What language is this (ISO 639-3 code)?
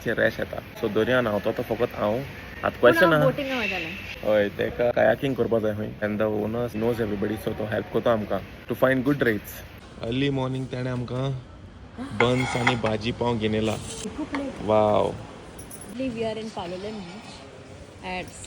kok